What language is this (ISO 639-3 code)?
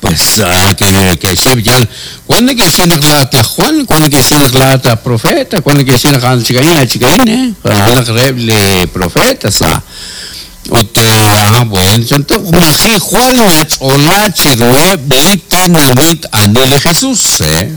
kek